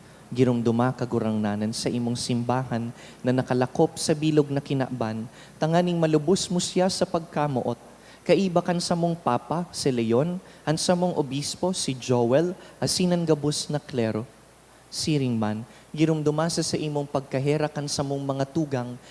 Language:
Bikol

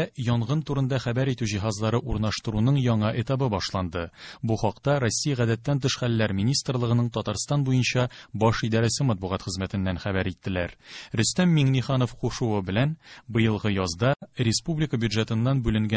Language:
Tatar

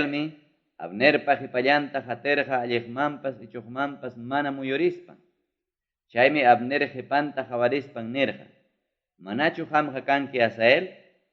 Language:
Ayacucho Quechua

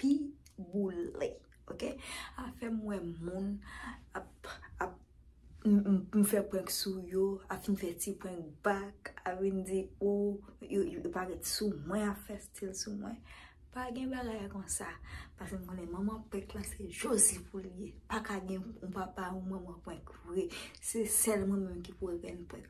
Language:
Haitian Creole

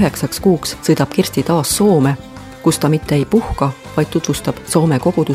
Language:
Estonian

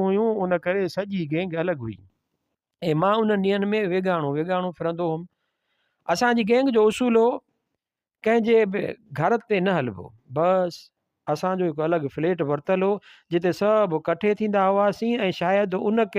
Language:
Sindhi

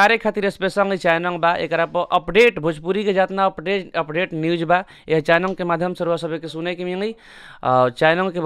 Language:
Bhojpuri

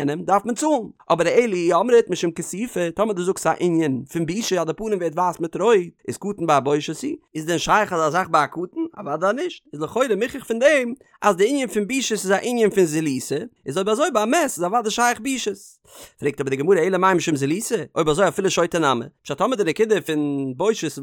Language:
Yiddish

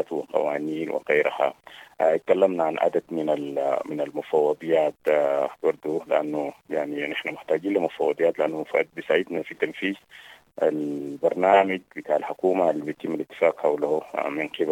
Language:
Sudanese Arabic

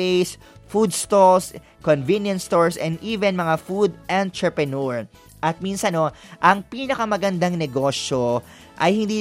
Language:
Filipino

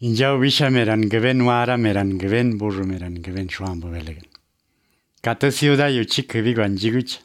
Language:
Basque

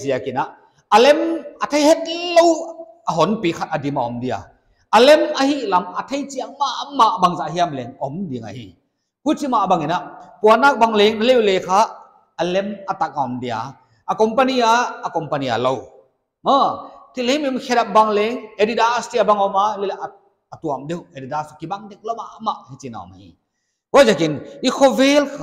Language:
Paite Chin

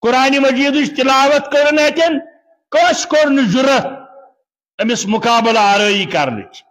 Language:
Kashmiri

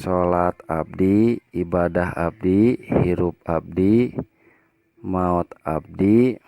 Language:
Sundanese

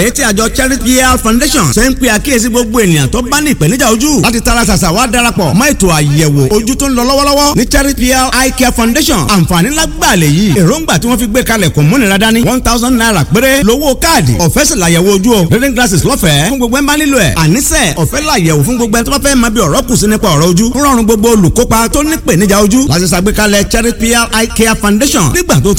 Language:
Yoruba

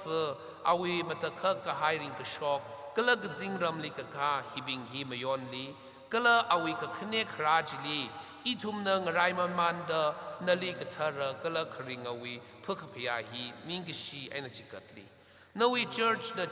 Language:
Tangkhul Naga (India)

